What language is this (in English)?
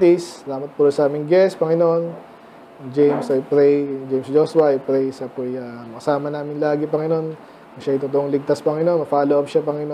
Filipino